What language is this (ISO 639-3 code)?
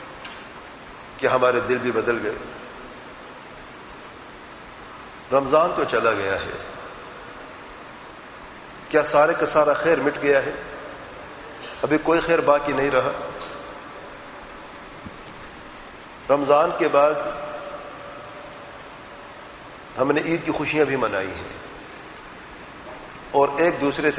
urd